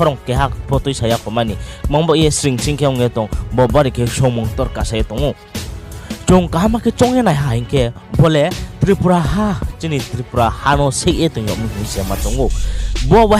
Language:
Riang (India)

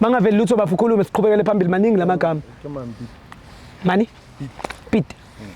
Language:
Zulu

